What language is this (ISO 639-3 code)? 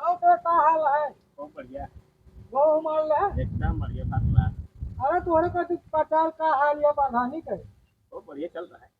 awa